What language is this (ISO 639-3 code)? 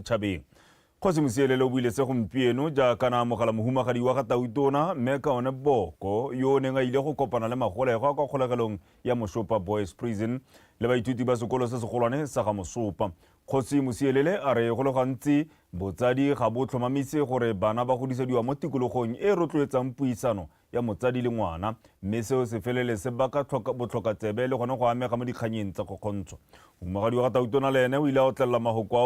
tsn